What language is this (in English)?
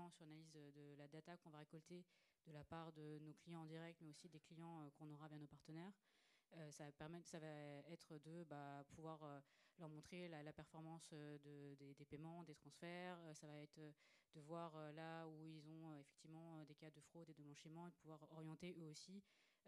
French